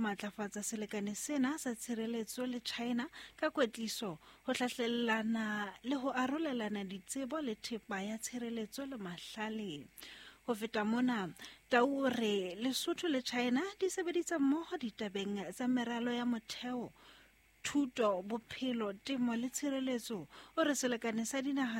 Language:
Southern Sotho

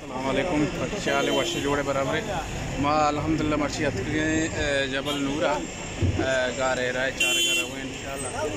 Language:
Baluchi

